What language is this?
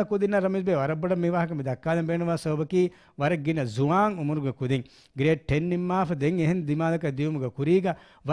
Divehi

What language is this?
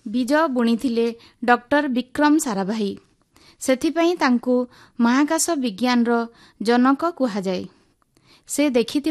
Odia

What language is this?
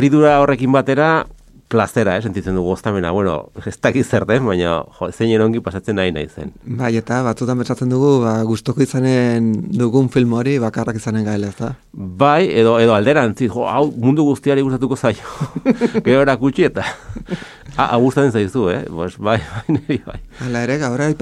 Basque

